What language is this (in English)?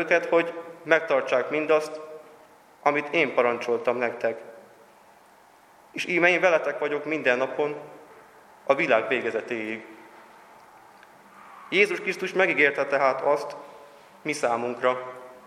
Hungarian